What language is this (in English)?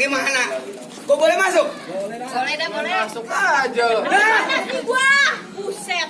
Betawi